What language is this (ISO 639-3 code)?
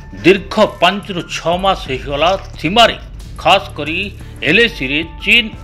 ori